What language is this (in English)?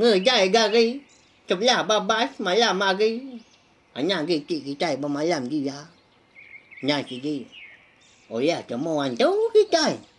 Iban